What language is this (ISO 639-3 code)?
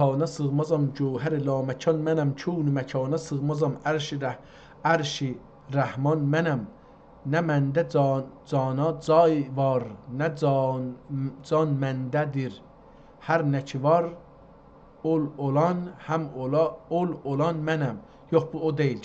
azb